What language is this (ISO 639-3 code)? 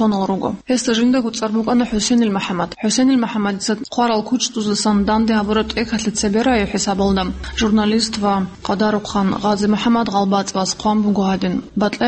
ava